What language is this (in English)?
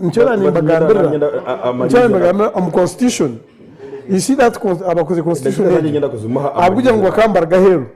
Nyankole